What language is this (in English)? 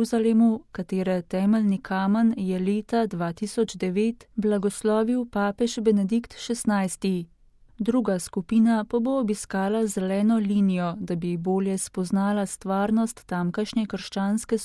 Slovenian